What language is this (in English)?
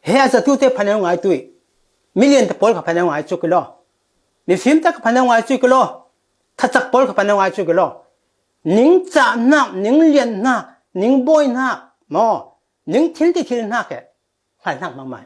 Falam Chin